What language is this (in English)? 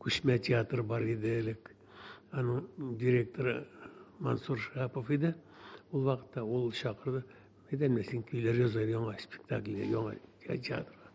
Tatar